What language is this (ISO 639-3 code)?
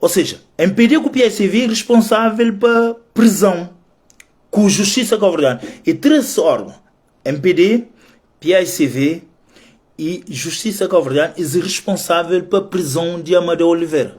kea